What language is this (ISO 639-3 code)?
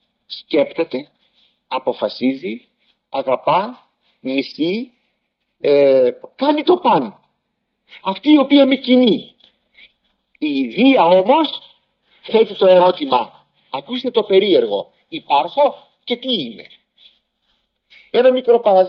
ell